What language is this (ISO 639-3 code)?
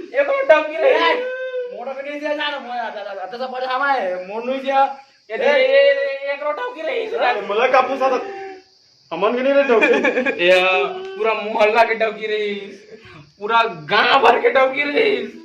hne